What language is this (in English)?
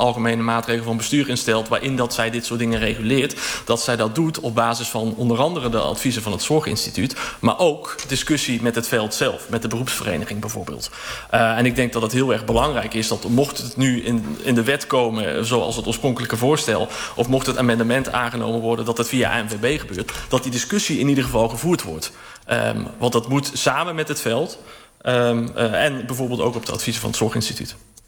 Dutch